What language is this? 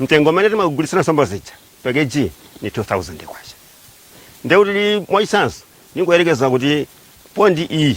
Nyanja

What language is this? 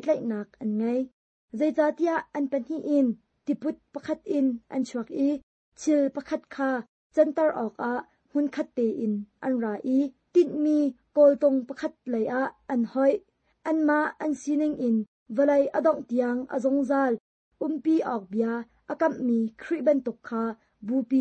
Hakha Chin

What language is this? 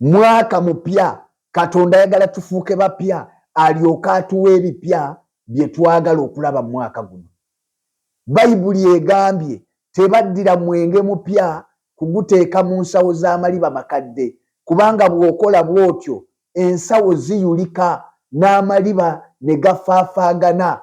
Ganda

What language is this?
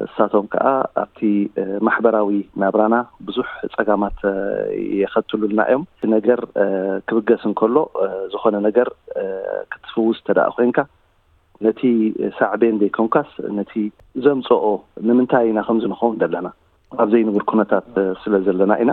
Tigrinya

